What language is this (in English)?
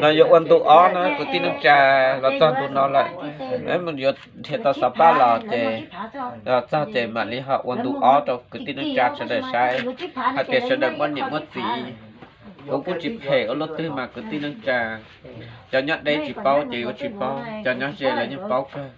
Hmong